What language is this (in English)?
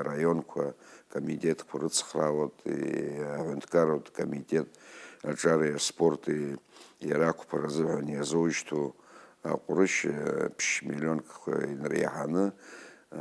Abkhazian